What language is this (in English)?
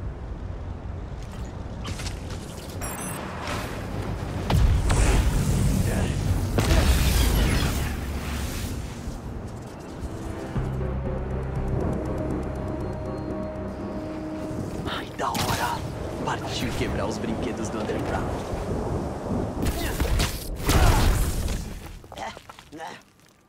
Portuguese